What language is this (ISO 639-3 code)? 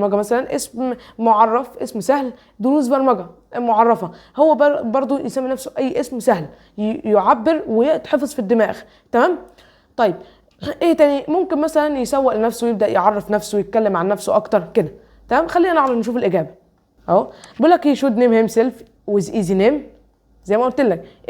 arz